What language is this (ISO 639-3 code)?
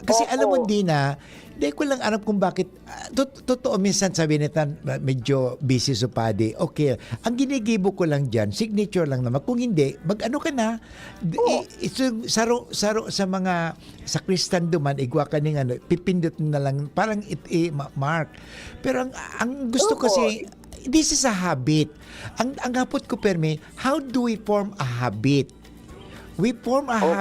bik